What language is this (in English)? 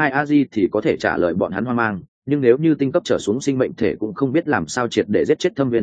Vietnamese